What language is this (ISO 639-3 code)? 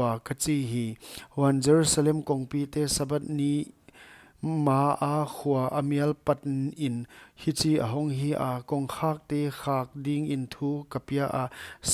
pck